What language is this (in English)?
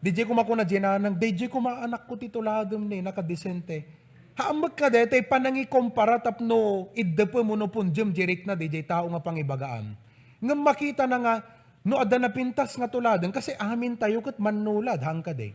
Iloko